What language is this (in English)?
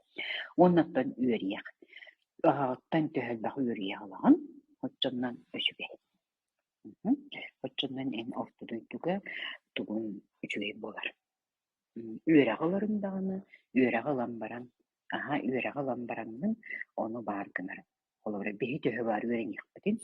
Yakut